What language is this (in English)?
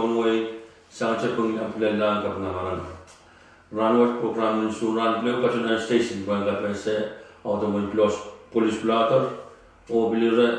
Pohnpeian